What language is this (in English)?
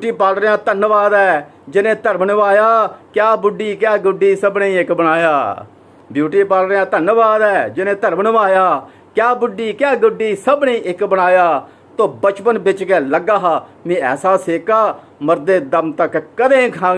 Dogri